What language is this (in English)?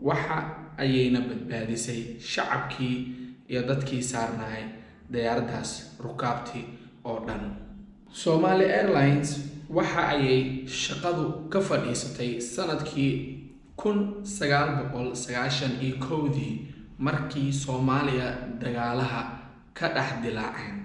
Somali